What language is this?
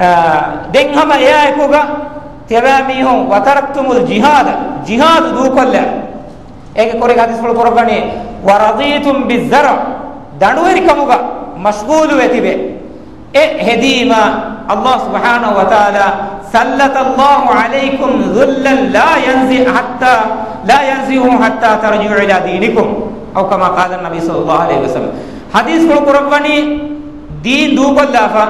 Divehi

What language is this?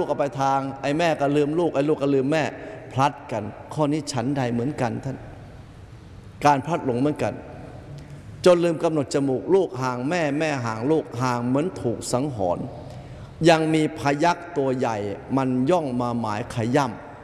Thai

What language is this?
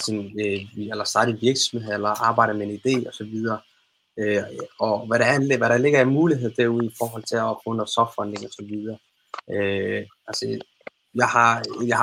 Danish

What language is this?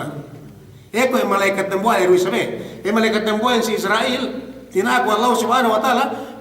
Yakan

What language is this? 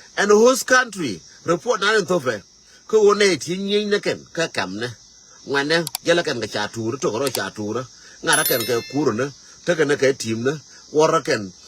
Nuer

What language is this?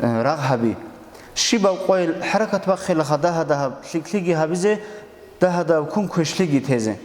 Avaric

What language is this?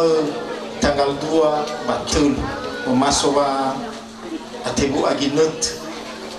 Nias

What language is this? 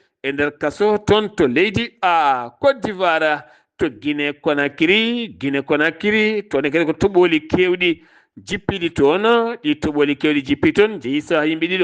Fula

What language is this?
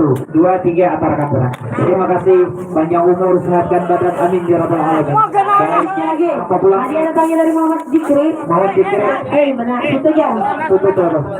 Banjar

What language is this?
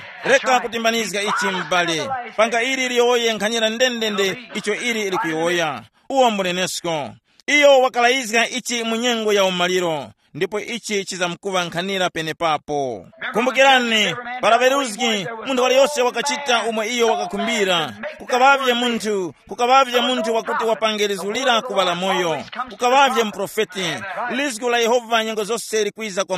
Tumbuka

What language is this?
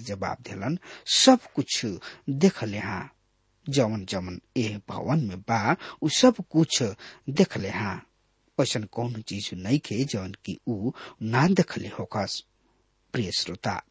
Bhojpuri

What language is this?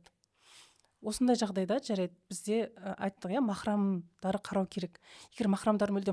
Kazakh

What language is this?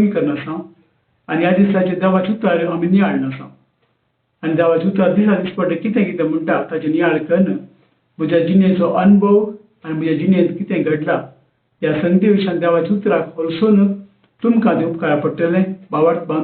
Konkani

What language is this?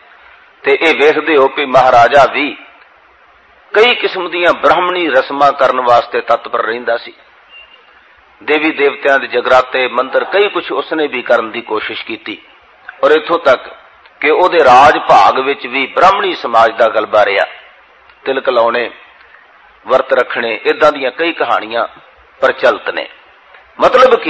Punjabi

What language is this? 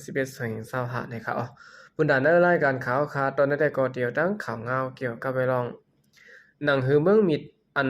Shan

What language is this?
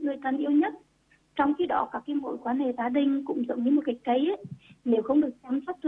Vietnamese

